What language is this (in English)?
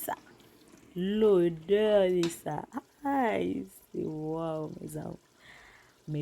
Haitian Creole